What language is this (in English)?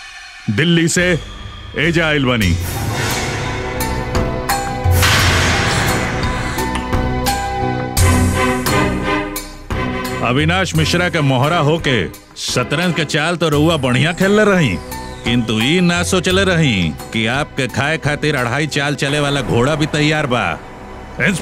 Bhojpuri